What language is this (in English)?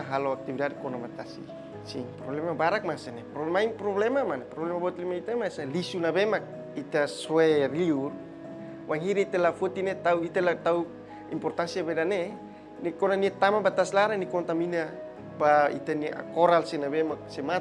Tetum